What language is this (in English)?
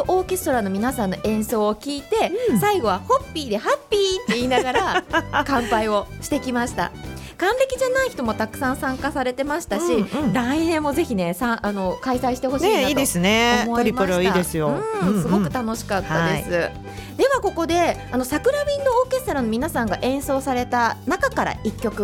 Japanese